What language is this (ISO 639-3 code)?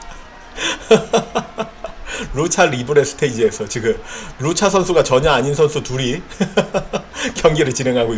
kor